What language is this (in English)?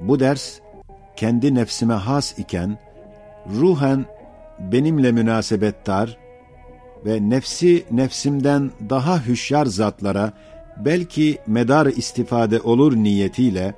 Ottoman Turkish